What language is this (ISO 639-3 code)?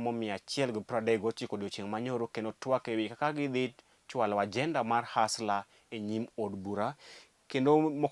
luo